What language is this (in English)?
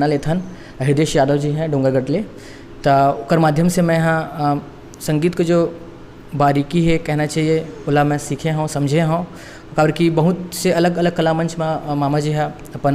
Chhattisgarhi